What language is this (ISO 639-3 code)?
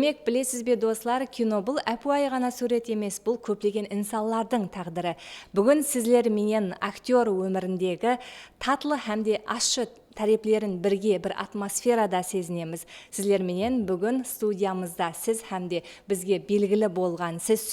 kaa